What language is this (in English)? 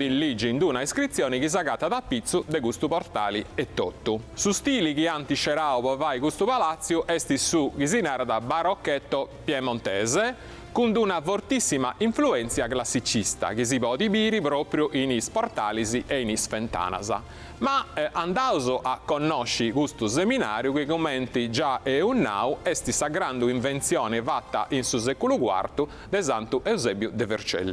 Sardinian